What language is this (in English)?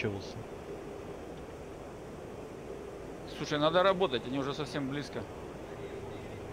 Russian